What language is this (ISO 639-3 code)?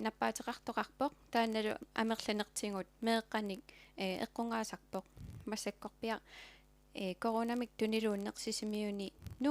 kal